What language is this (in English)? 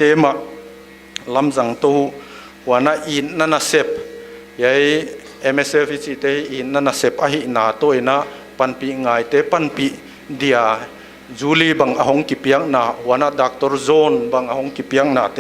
Paite Chin